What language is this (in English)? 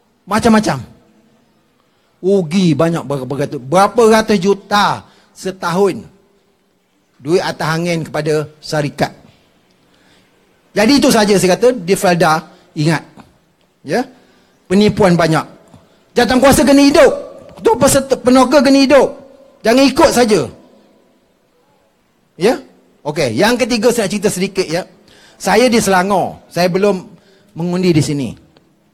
Malay